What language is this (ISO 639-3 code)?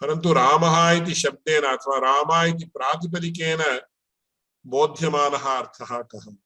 san